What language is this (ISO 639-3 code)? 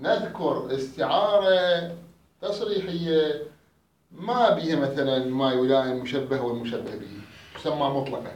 acm